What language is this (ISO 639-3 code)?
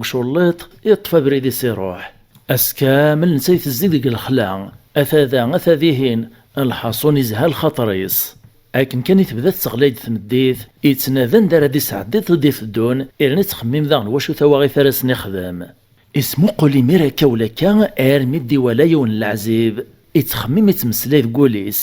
kab